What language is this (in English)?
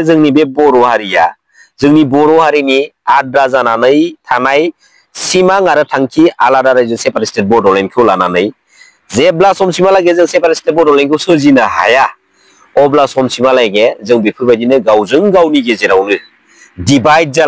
Bodo